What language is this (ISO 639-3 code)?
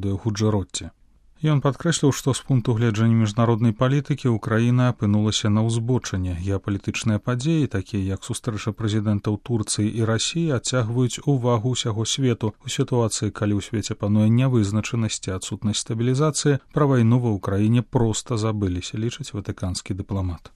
bel